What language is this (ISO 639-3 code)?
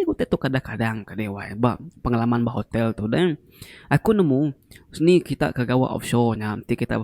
iba